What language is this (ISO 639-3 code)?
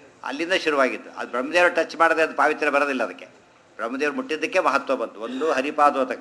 kan